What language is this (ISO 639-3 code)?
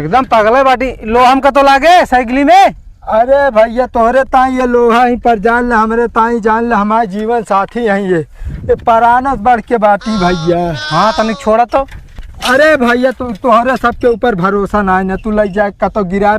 awa